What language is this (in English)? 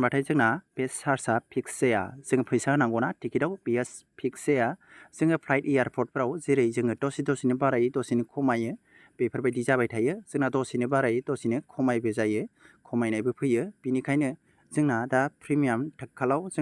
Bodo